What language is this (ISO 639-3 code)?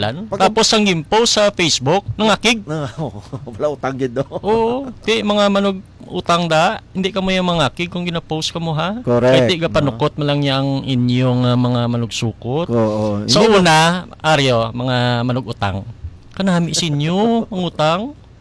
hil